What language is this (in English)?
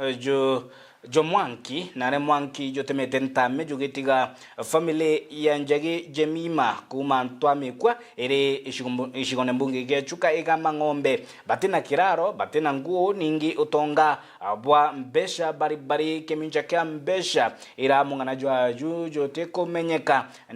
Meru